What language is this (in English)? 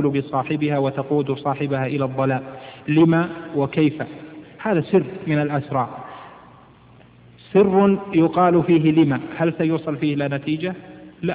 Arabic